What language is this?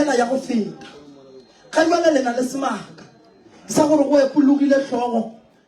Northern Sotho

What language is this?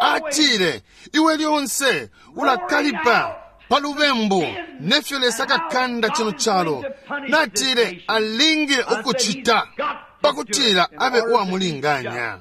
Bemba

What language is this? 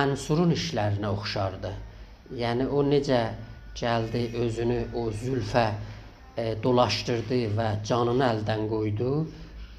South Azerbaijani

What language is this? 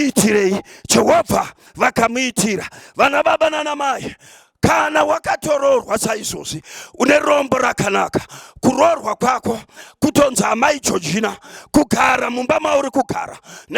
Shona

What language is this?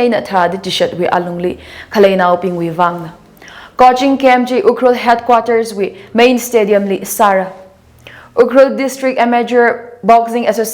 Tangkhul Naga (India)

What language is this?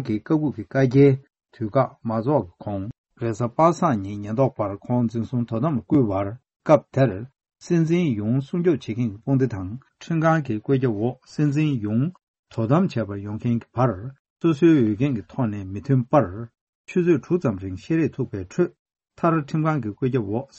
Tibetan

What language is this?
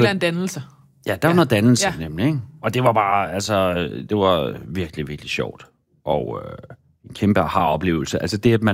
Danish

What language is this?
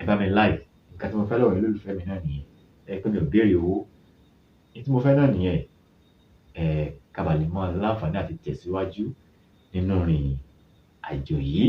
Yoruba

